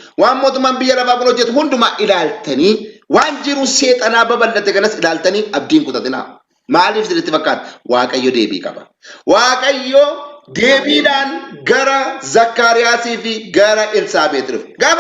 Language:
Oromo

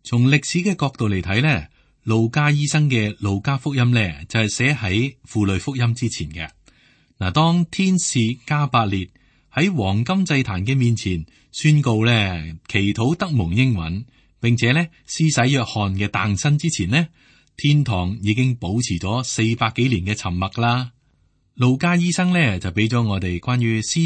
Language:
Cantonese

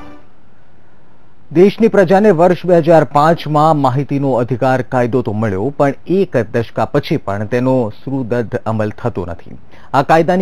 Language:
Gujarati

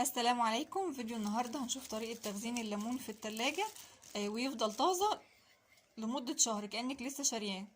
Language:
Egyptian Arabic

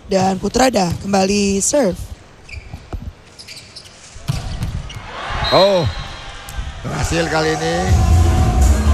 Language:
Indonesian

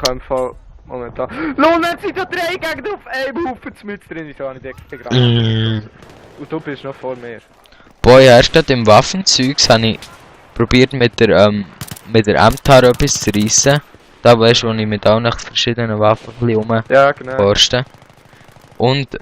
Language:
Swiss German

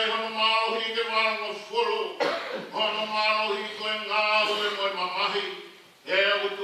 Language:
Tongan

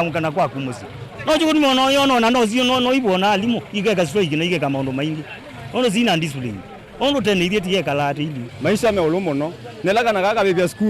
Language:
Kamba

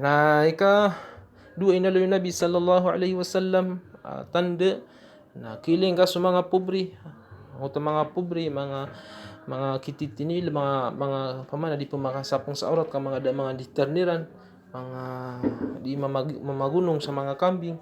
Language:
Maranao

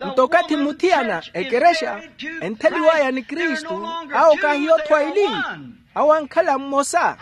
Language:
Makhuwa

